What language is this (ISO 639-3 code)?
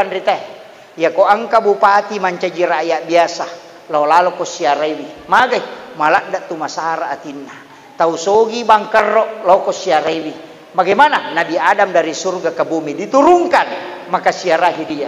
bug